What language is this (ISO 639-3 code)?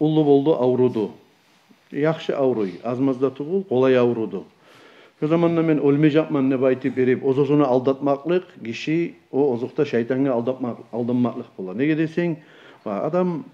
kum